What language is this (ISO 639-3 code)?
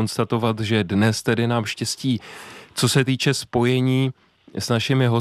ces